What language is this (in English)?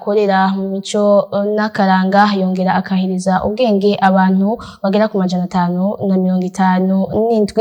Rundi